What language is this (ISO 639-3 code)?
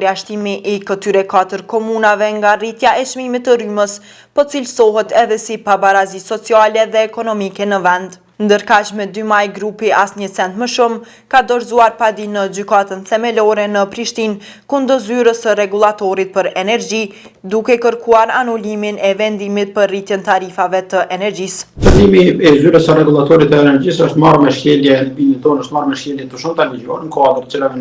sqi